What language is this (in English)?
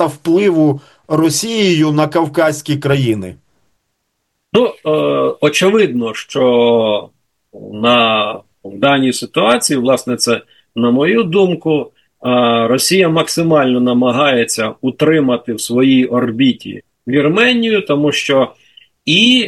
Ukrainian